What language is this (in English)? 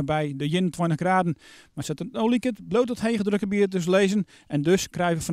Western Frisian